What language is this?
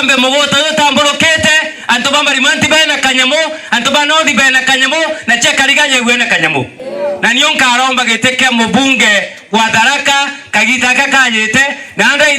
Meru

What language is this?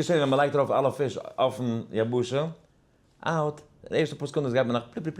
Yiddish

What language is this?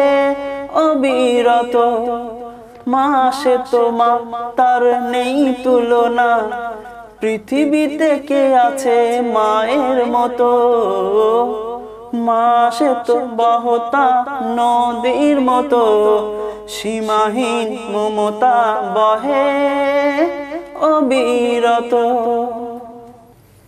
Bangla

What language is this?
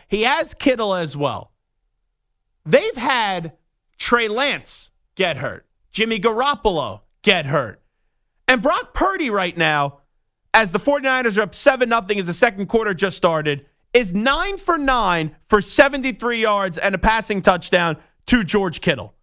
English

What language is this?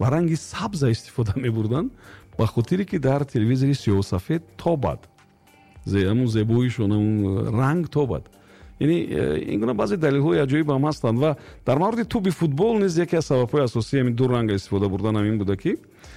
Tajik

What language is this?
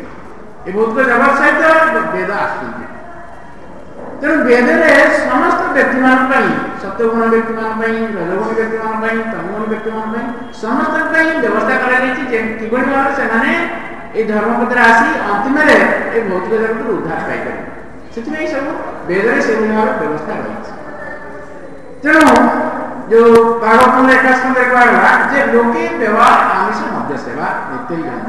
Odia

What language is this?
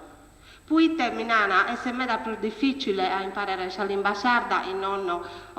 Sardinian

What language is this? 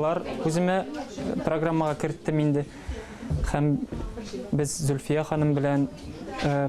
Tatar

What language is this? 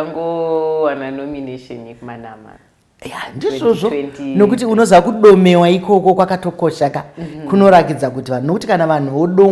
Shona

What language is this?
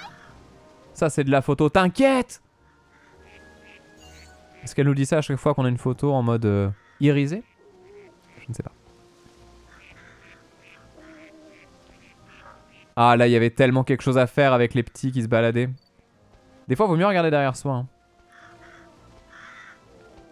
French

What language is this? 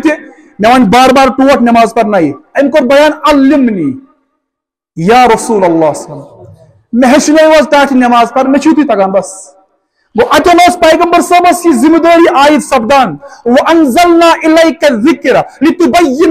Kashmiri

